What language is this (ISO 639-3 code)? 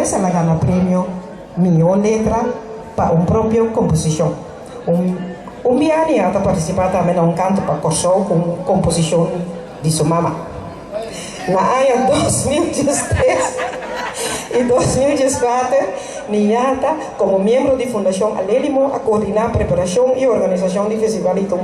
pap